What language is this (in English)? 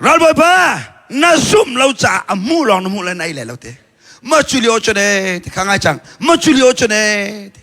Hakha Chin